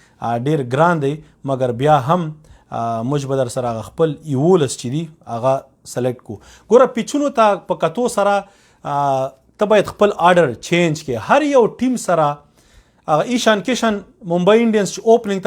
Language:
Pashto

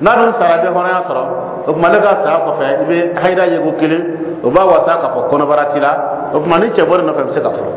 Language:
Dyula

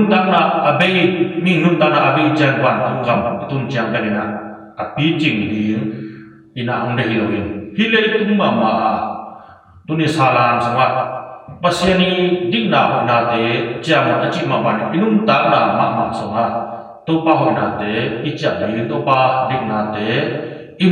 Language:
Tedim Chin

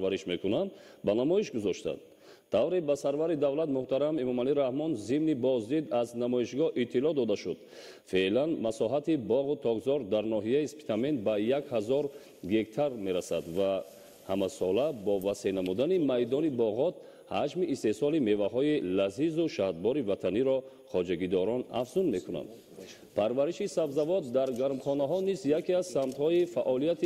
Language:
Tajik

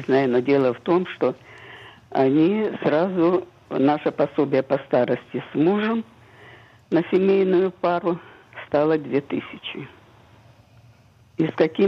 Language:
Russian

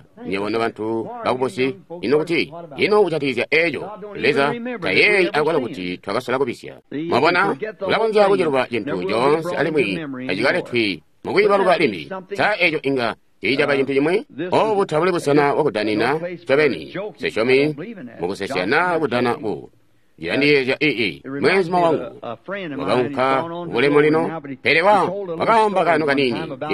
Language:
Tonga (Zambia)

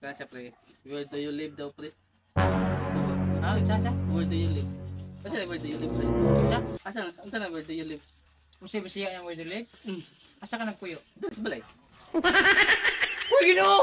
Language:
Cebuano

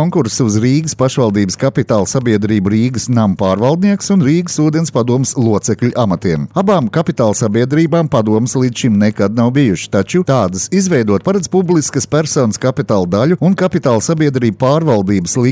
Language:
Latvian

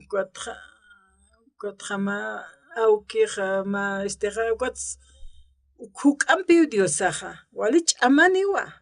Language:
Aymara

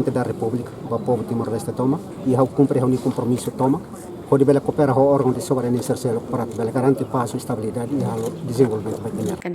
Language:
Tetum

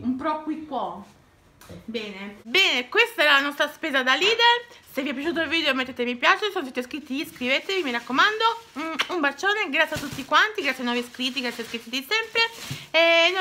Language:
Italian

